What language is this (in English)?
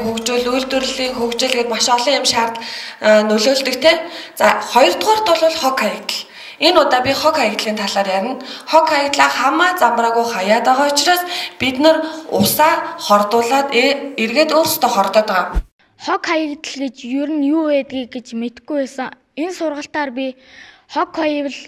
Mongolian